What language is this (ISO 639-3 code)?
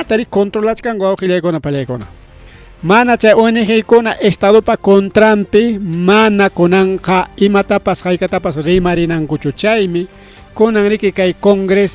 quy